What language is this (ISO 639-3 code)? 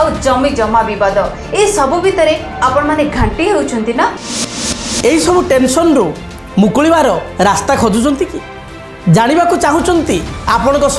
ori